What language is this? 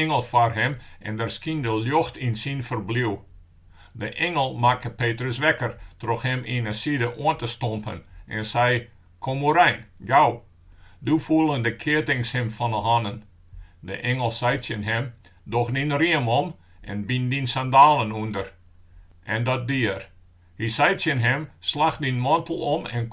Western Frisian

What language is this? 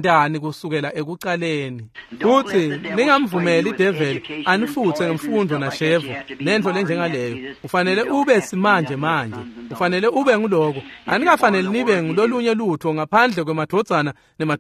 Swati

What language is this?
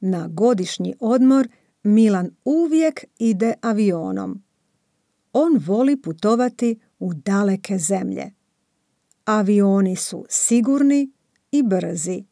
Serbian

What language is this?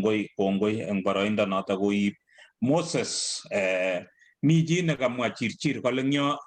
Kalenjin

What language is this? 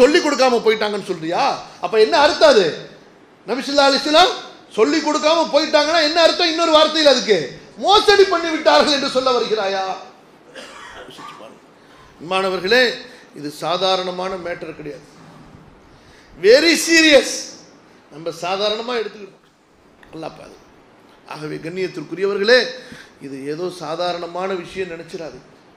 Tamil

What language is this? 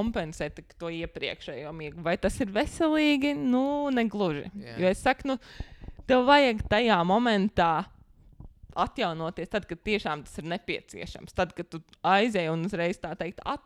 Latvian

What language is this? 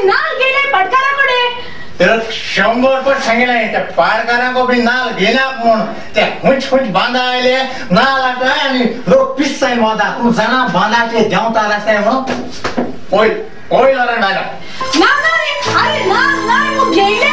Konkani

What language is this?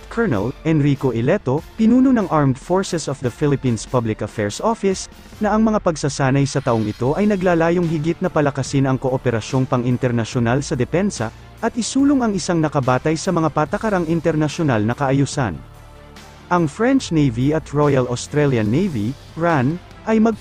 Filipino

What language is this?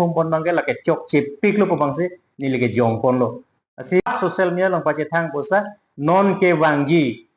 Karbi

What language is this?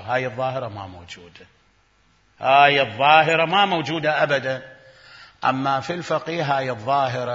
Mesopotamian Arabic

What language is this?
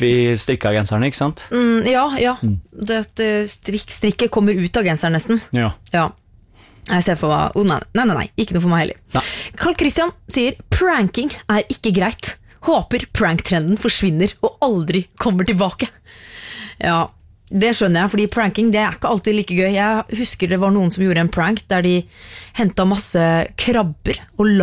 Norwegian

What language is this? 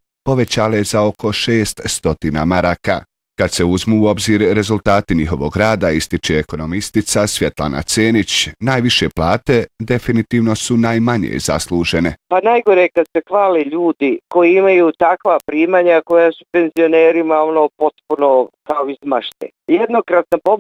Bosnian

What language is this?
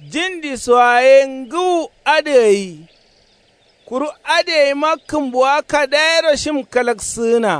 Kanuri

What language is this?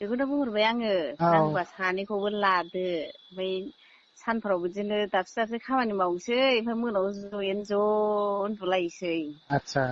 Bodo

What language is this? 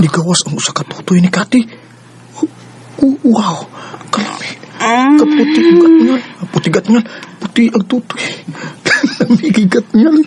Cebuano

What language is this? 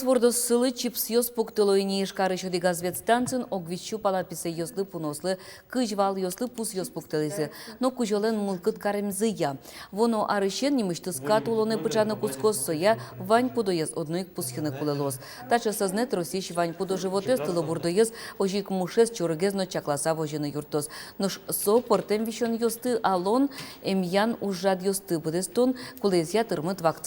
Udmurt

